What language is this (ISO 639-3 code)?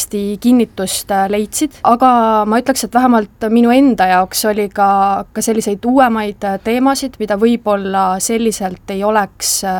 est